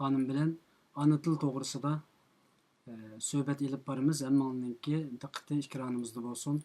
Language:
Uyghur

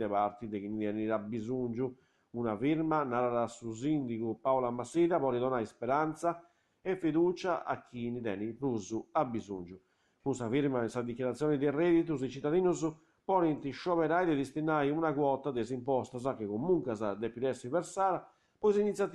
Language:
Sardinian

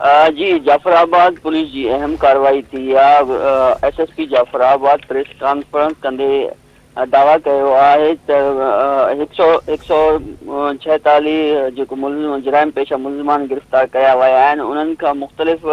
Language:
Sindhi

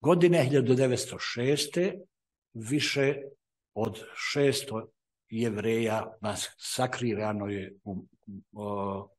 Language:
Serbian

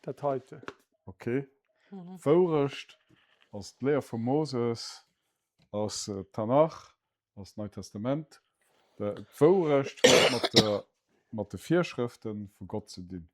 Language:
Luxembourgish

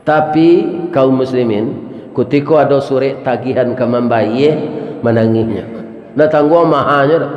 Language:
Minangkabau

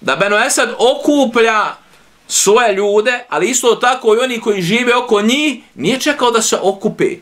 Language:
Bosnian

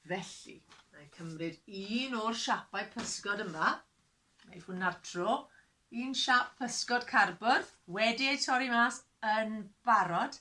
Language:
Welsh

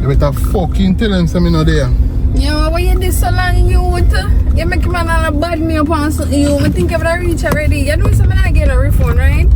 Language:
Jamaican Creole English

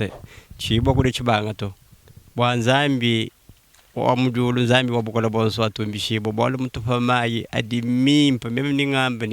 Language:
Luba-Lulua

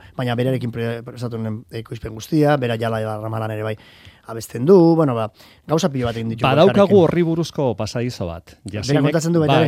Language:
Basque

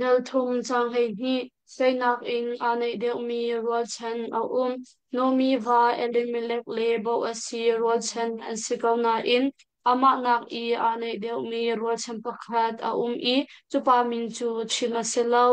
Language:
Hakha Chin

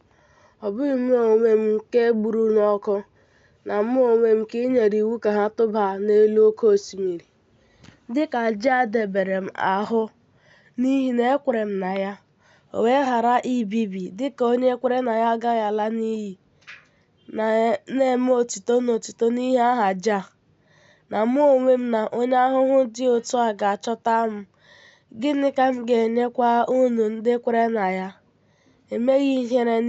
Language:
Igbo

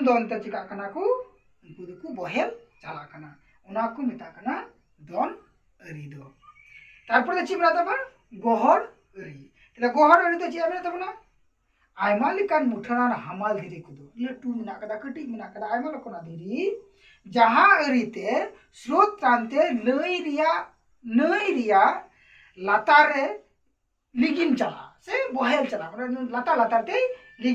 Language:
Santali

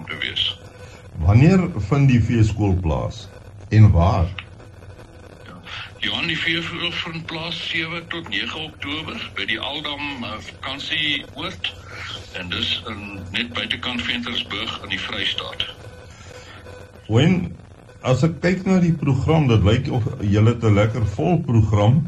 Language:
Afrikaans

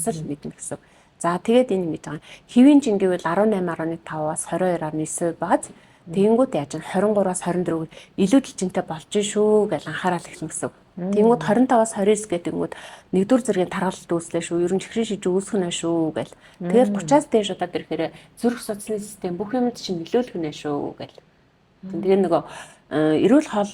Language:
Mongolian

